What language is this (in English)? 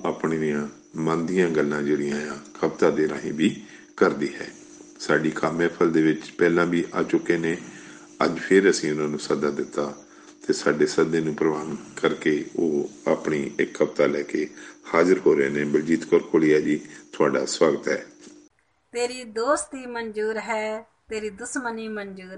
Punjabi